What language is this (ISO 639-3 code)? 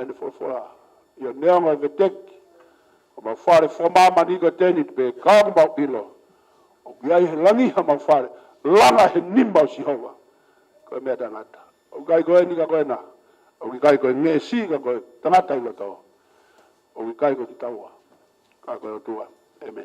ton